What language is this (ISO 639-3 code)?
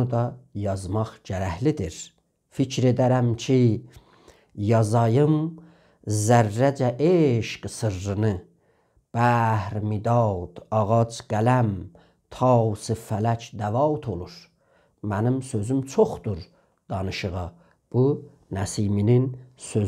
azb